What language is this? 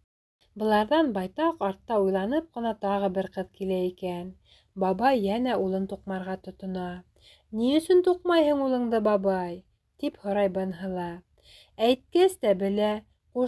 Bashkir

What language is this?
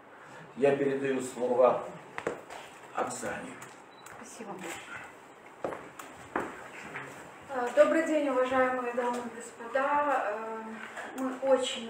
Russian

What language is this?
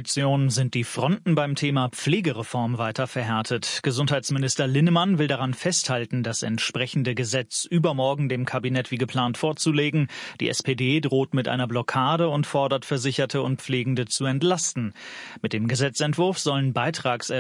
German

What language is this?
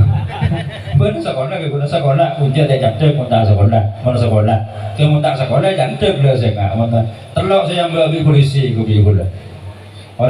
Madurese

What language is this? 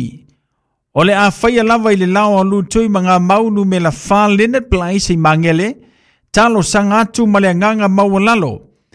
Samoan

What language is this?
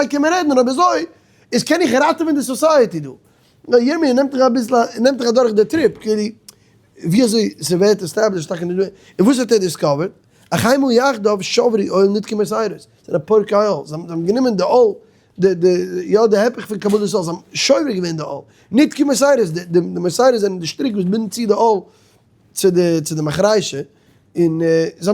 Yiddish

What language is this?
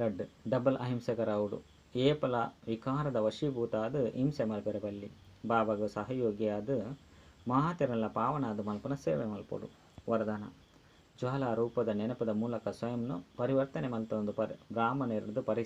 Tulu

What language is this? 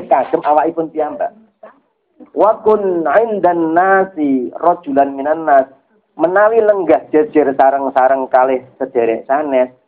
Javanese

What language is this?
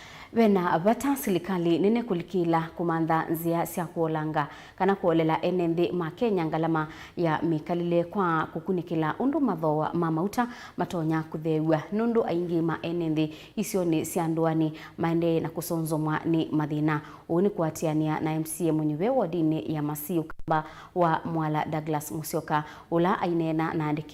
Kamba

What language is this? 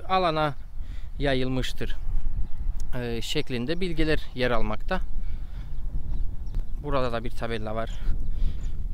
Turkish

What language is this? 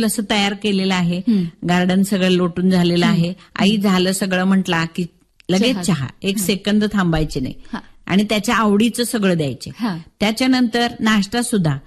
Marathi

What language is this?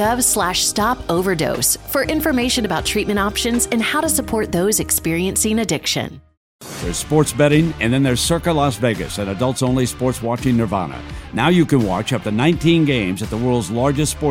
English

